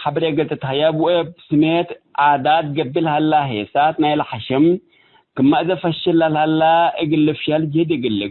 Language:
Tigre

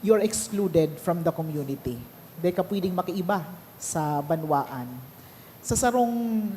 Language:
Bikol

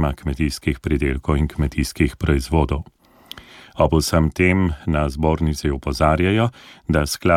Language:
Slovenian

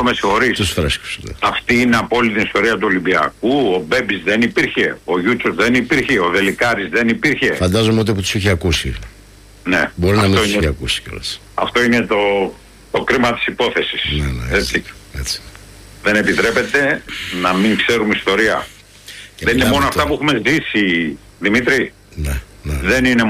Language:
Greek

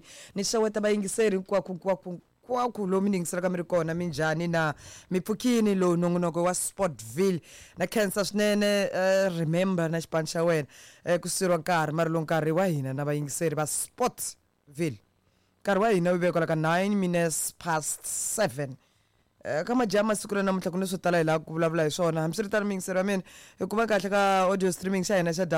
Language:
Tsonga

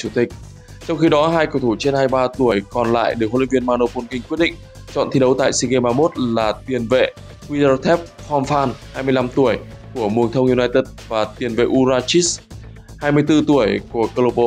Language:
Vietnamese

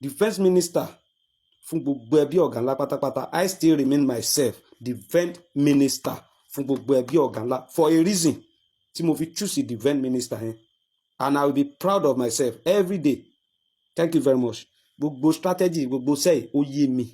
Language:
Yoruba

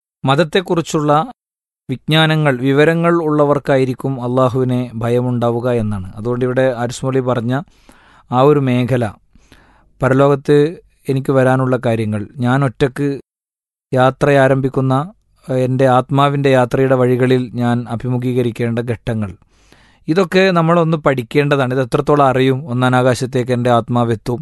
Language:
Malayalam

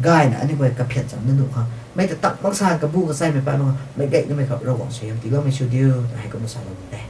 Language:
Rongmei Naga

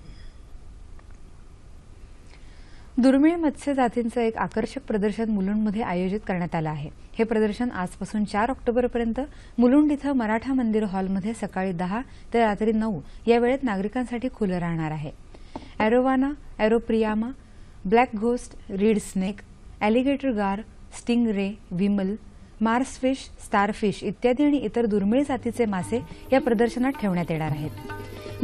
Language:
Marathi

